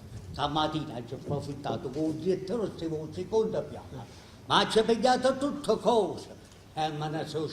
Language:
Neapolitan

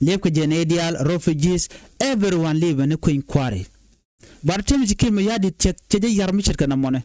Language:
Nuer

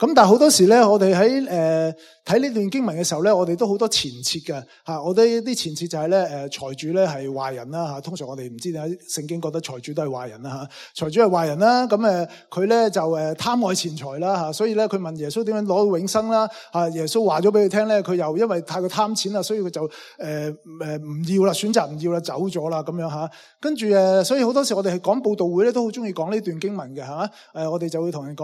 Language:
Cantonese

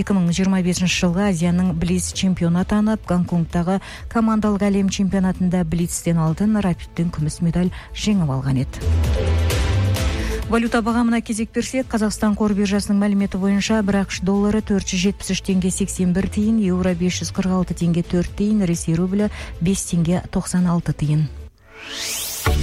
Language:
Kazakh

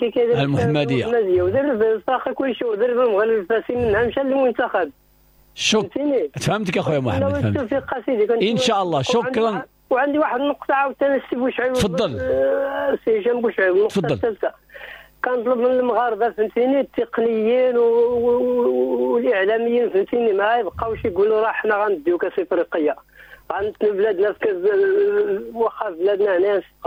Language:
Moroccan Arabic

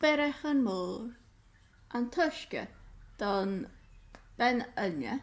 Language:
Scottish Gaelic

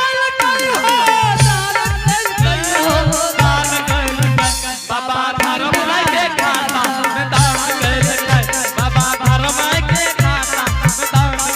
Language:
Angika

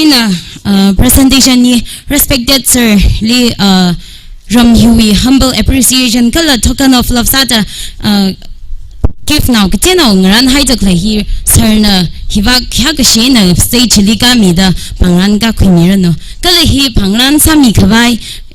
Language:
Tangkhul Naga (India)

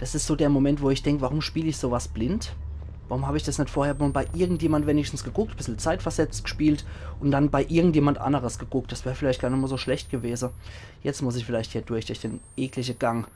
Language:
Palatine German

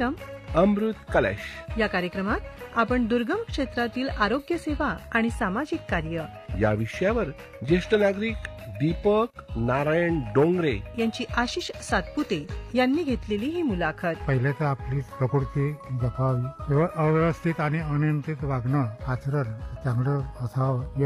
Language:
Marathi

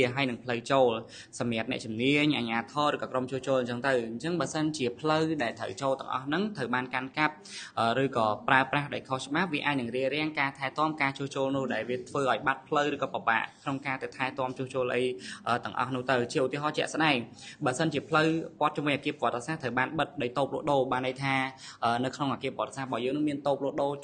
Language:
Khmer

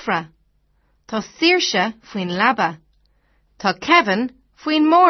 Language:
Irish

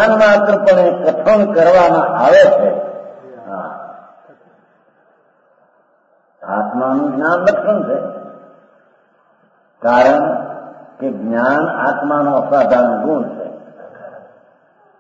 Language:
Gujarati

